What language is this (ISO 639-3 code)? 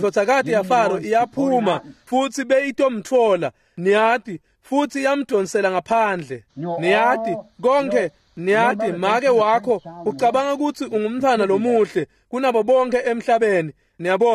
ssw